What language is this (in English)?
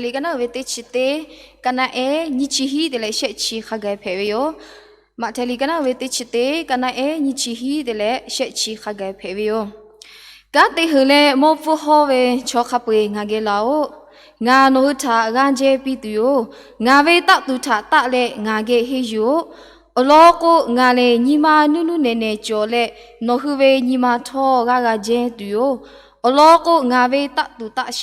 Lahu